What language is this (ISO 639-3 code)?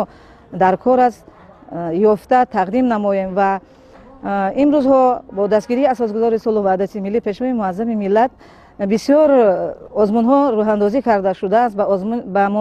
tgk